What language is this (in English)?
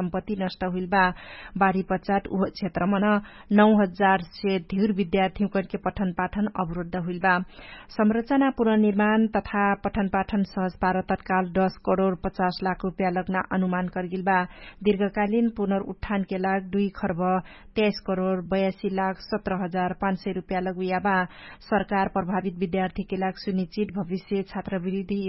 Dangaura Tharu